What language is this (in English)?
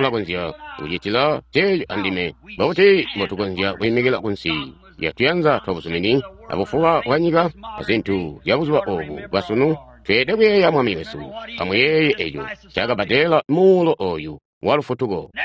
Tonga (Zambia)